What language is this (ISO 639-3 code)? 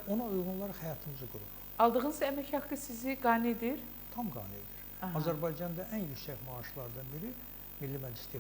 aze